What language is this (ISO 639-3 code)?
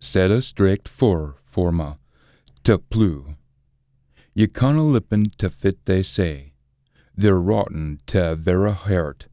sco